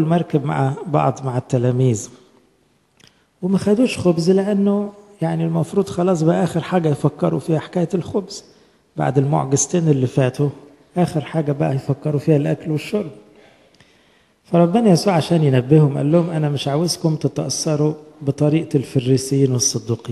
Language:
Egyptian Arabic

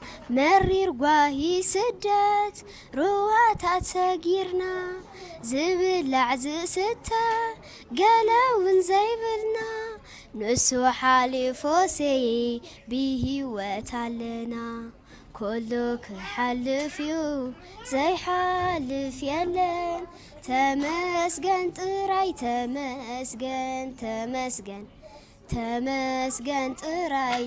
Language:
Tigrinya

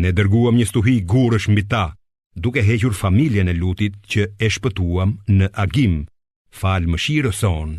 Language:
Albanian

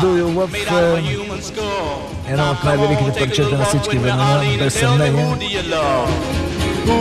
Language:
Bulgarian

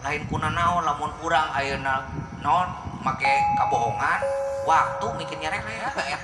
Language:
Sundanese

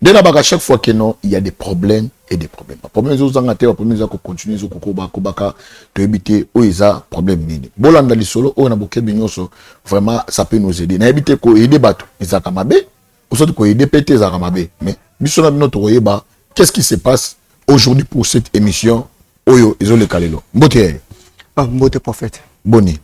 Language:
Lingala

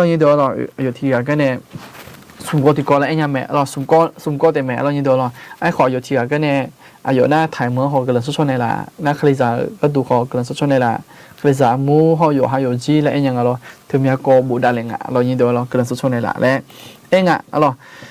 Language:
Akha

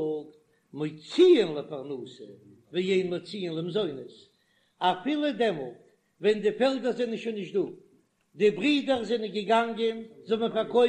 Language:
Yiddish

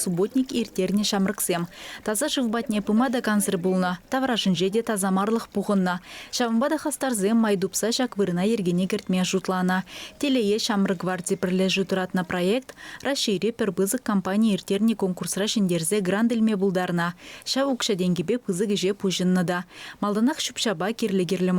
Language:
Chuvash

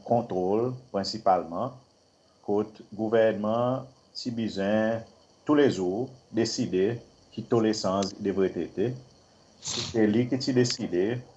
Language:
Seselwa Creole French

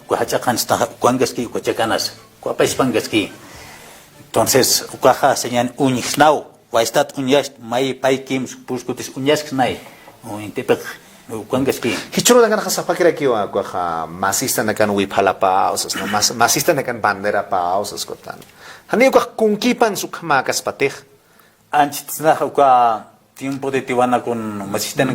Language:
Aymara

